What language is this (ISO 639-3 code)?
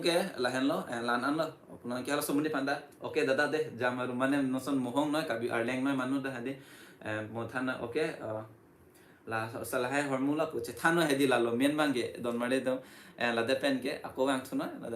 mjw